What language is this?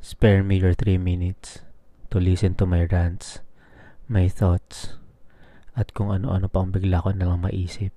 Filipino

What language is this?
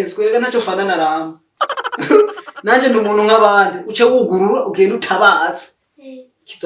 Rundi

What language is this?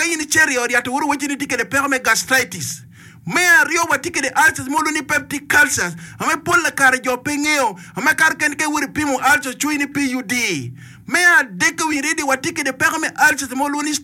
Acoli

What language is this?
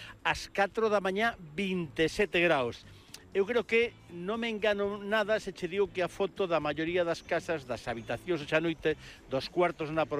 Galician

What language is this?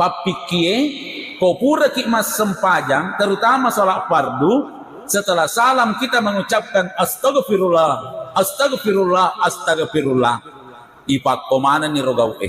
Buginese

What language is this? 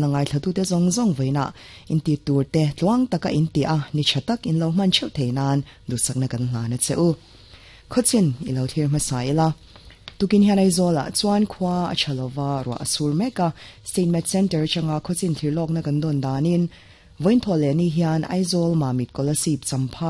Mizo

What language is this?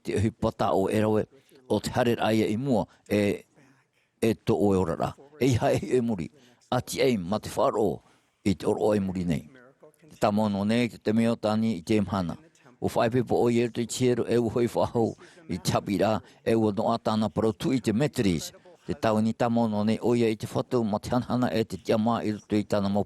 Tahitian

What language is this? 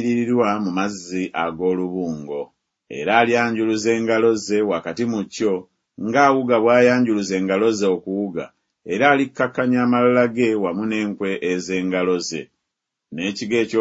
Ganda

